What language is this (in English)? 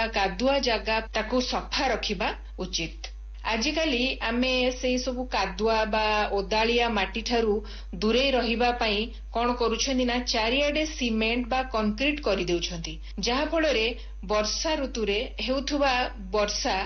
Odia